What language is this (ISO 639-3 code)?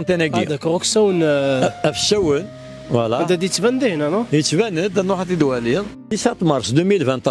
kab